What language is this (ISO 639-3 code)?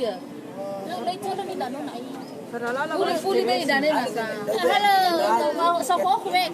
nia